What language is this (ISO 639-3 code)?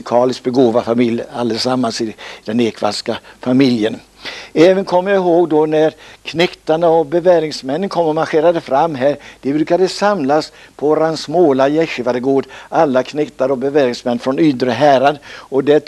swe